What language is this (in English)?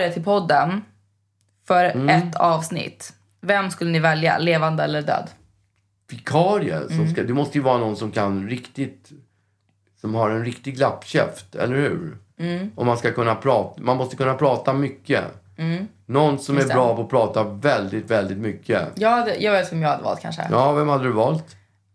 Swedish